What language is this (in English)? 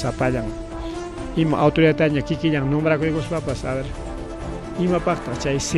Ayacucho Quechua